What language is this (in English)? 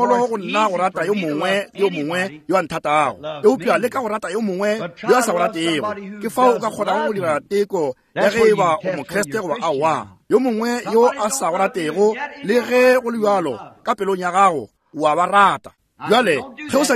Northern Sotho